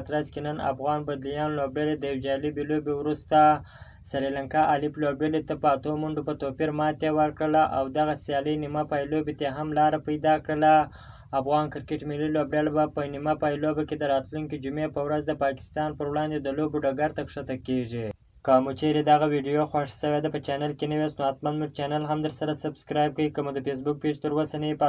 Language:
Pashto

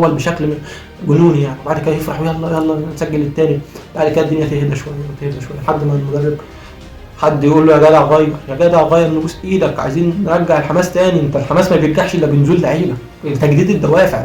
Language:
Egyptian Arabic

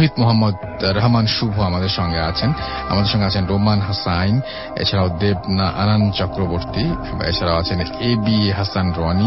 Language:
Bangla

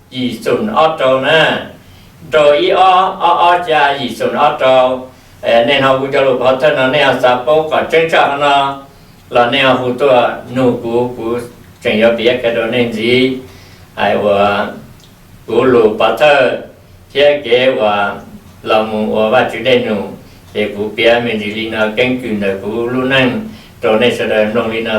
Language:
Hmong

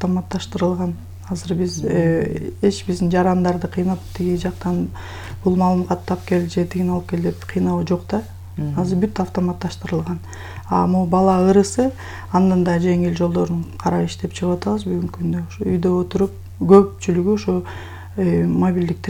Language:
Kyrgyz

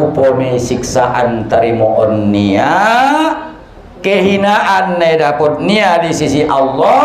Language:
Batak Mandailing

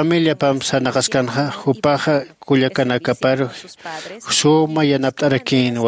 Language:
Aymara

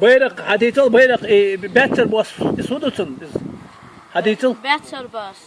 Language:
Chechen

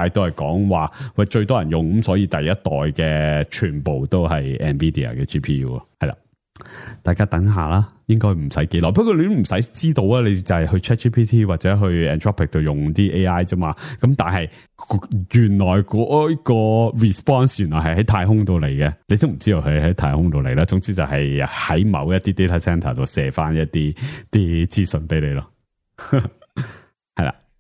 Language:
Cantonese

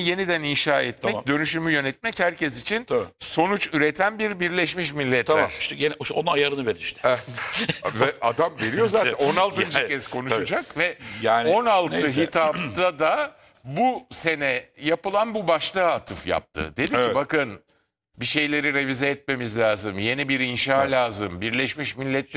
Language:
Turkish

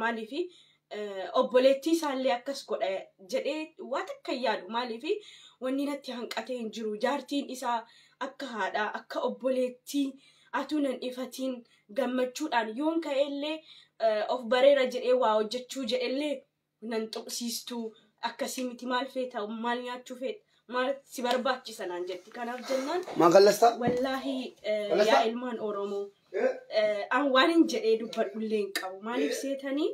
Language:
Oromo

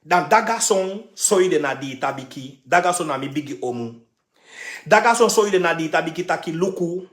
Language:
Sranan Tongo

